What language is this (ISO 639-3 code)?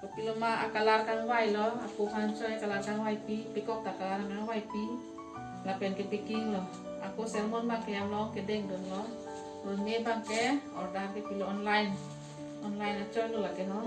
mjw